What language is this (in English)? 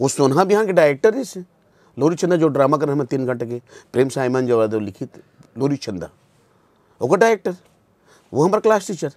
Chhattisgarhi